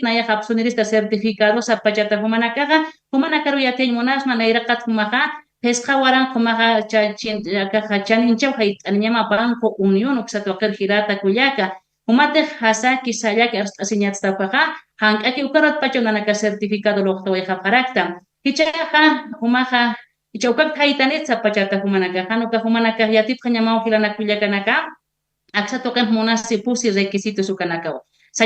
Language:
Aymara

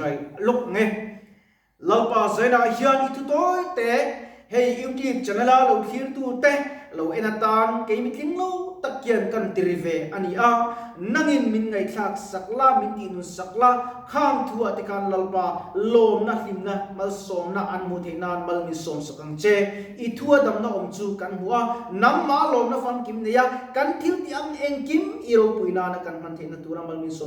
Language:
Mizo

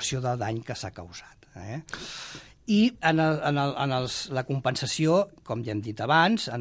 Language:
Catalan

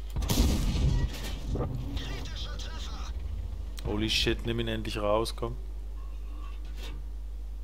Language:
German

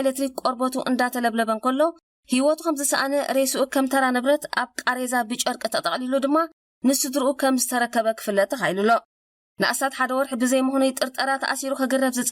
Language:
Tigrinya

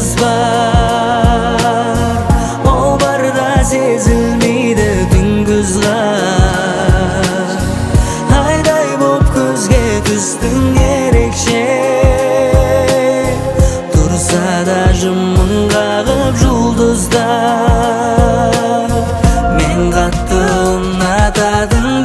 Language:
Kazakh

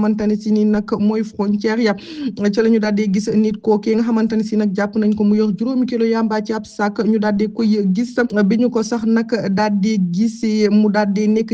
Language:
Wolof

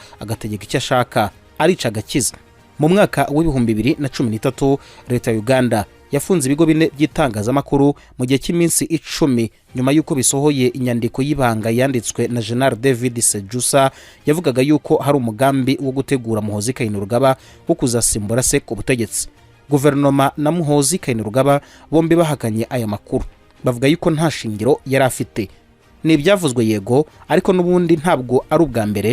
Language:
Kinyarwanda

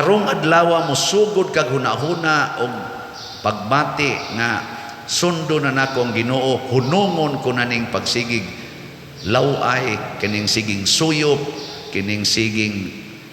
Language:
Cebuano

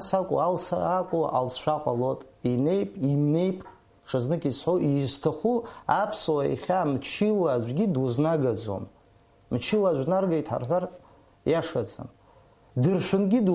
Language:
Abkhazian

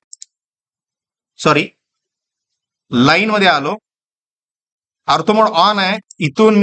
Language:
Marathi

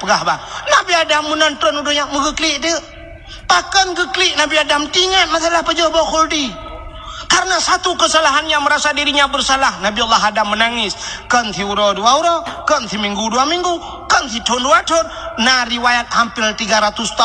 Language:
Achinese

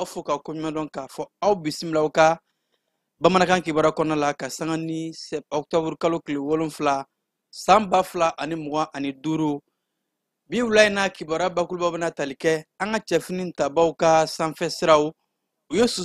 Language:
Bambara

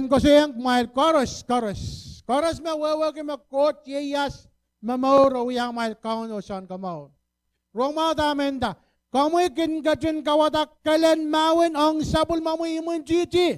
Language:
Pohnpeian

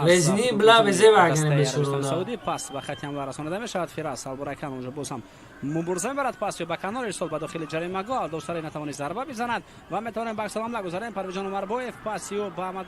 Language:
Tajik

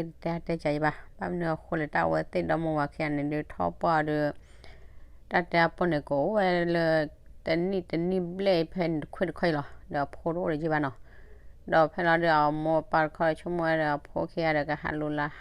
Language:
S'gaw Karen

